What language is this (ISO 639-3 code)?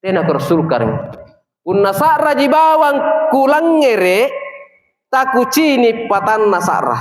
mak